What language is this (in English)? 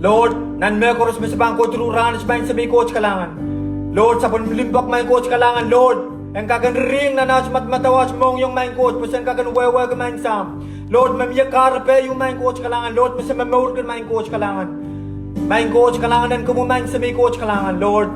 Pohnpeian